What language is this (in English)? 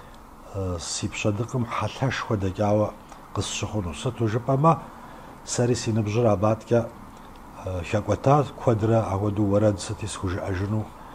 Kabardian